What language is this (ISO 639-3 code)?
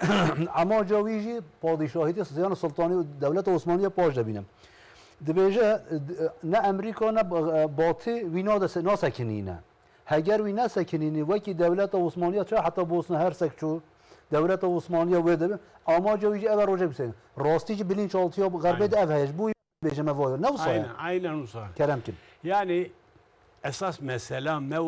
zza